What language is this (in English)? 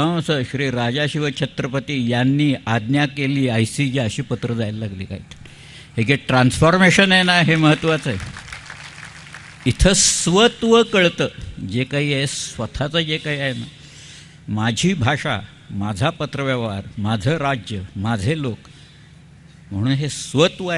Marathi